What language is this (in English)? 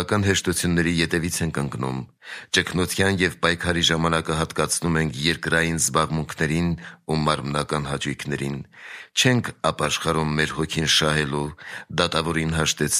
Armenian